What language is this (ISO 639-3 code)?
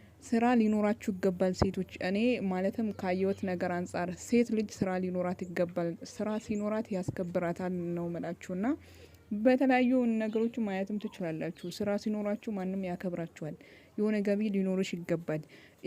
amh